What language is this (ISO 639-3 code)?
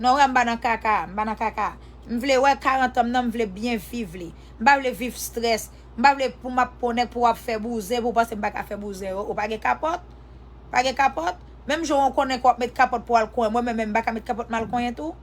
hat